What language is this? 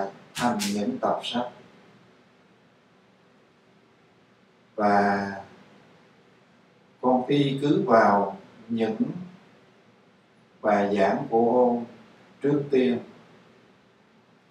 Vietnamese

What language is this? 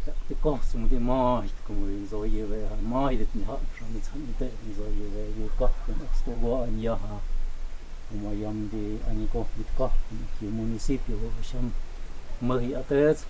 Totontepec Mixe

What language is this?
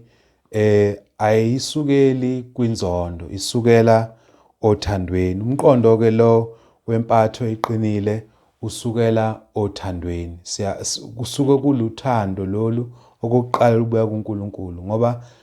Zulu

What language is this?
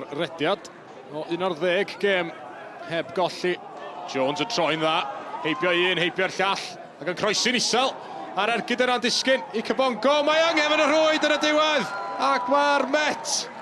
Welsh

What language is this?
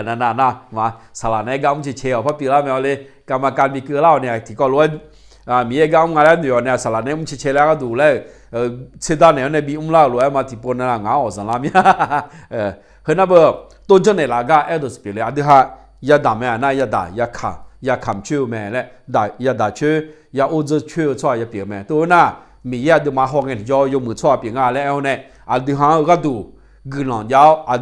Akha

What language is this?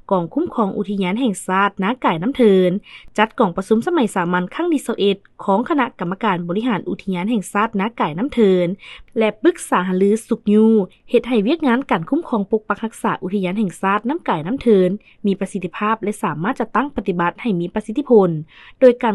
Lao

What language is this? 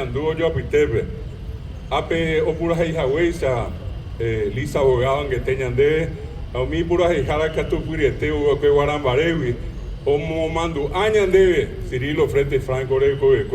Guarani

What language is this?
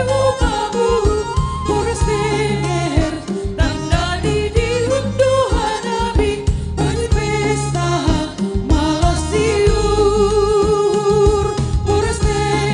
Batak Simalungun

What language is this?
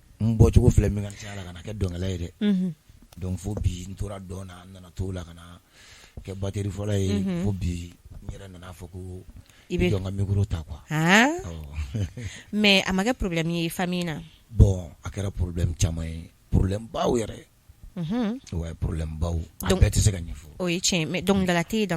Bambara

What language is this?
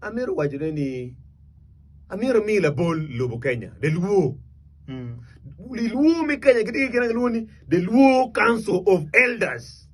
Acoli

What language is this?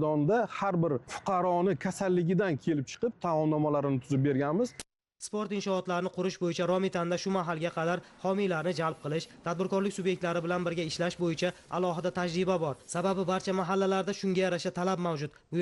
Uzbek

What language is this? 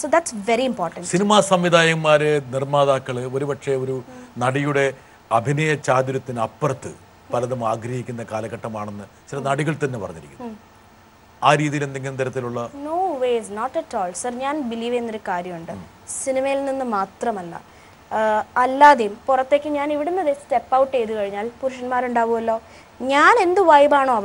Malayalam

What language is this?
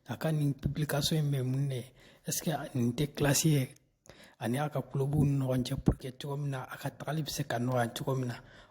Bambara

